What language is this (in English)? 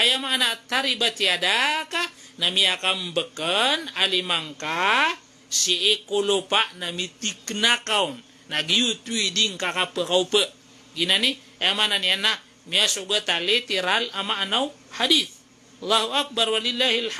Maranao